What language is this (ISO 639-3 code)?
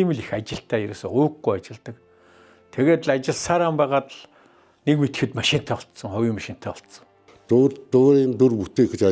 mon